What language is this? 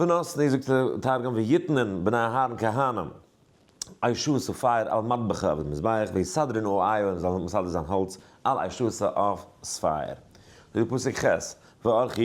Yiddish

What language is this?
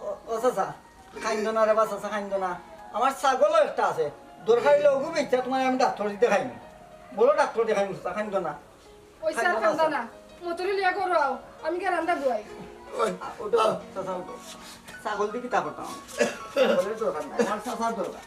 Sylheti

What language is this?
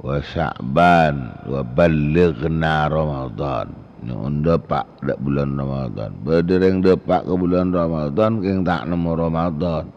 Madurese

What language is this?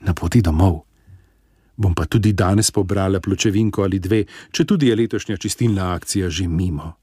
Slovenian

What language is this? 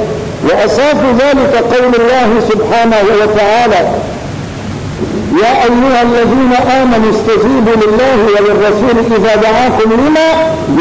Arabic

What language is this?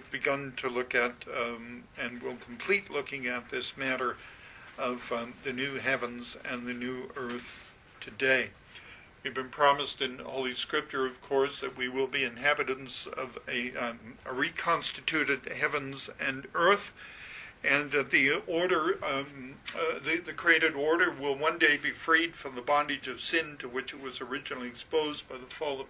English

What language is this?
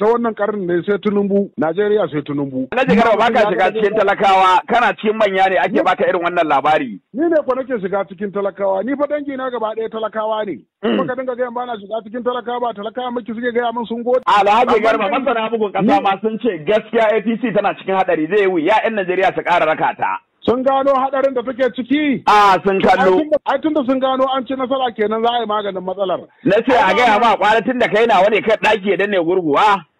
Hausa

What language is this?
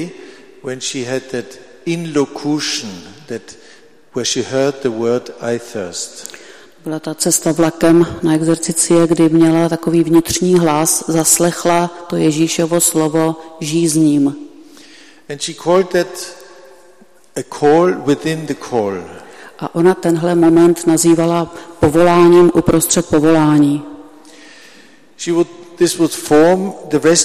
Czech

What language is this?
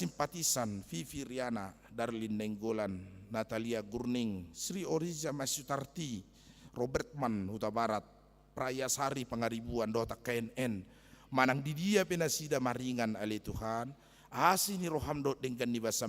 Batak Toba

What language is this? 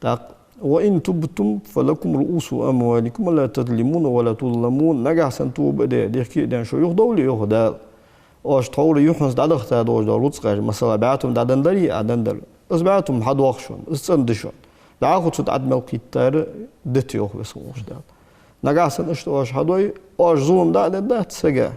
Ingush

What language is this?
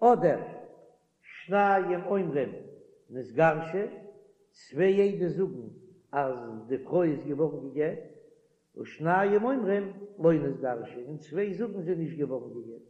Yiddish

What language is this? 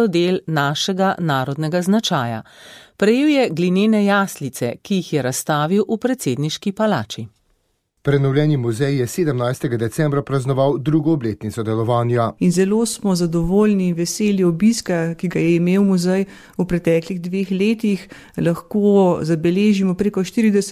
Slovenian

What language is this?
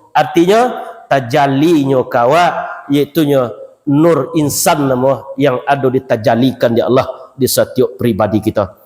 Minangkabau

